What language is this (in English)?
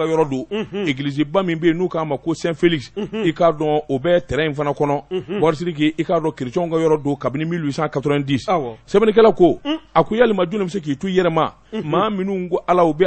Bambara